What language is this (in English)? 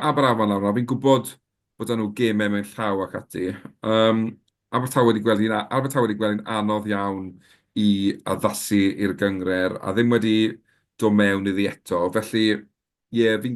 Welsh